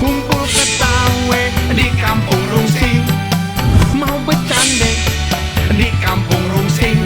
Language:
Betawi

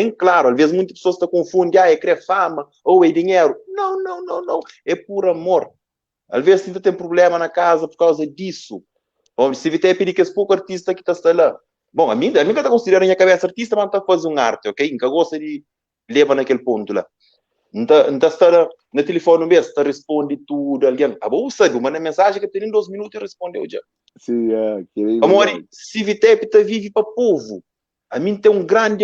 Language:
Kabuverdianu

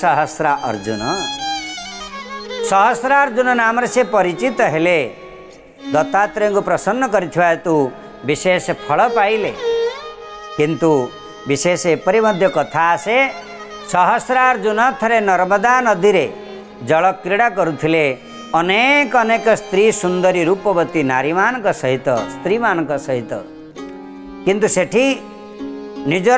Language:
Odia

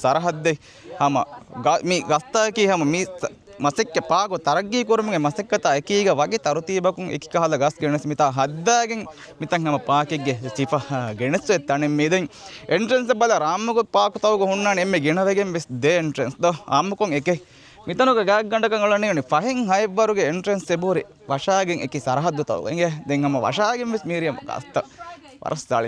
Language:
Divehi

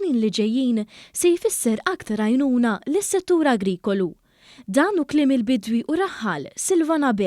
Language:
Maltese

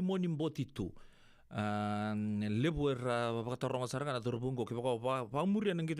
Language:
Fijian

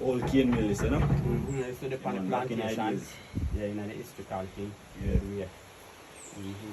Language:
Jamaican Creole English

